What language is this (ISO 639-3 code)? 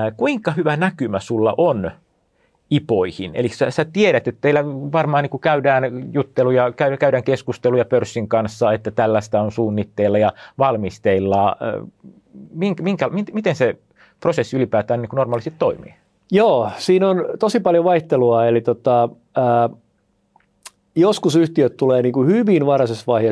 fin